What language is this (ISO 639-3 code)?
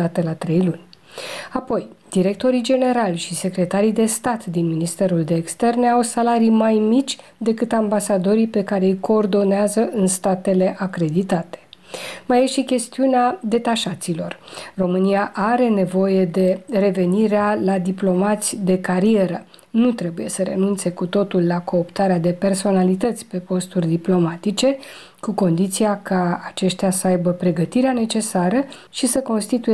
ron